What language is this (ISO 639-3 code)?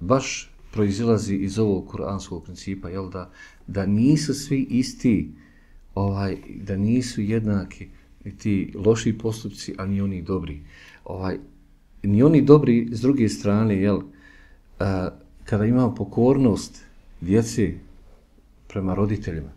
bos